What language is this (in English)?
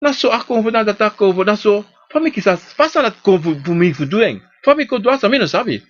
Sranan Tongo